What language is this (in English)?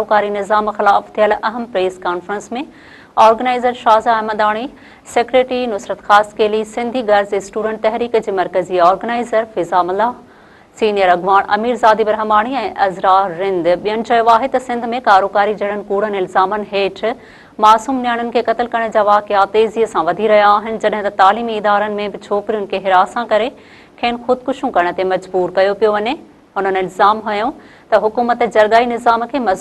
Sindhi